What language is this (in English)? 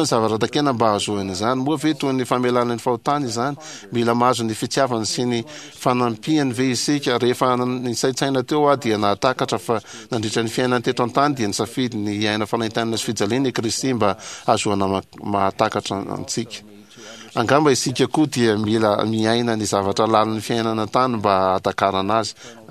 Malagasy